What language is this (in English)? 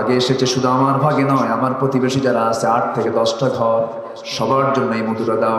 Bangla